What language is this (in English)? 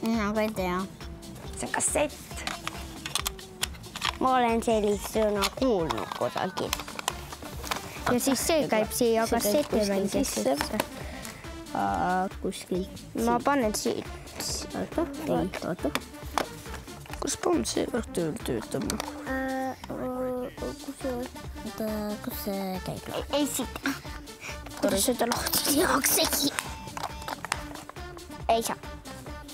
Estonian